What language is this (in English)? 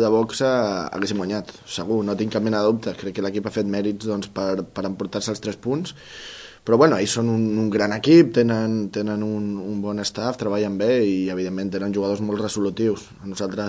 Catalan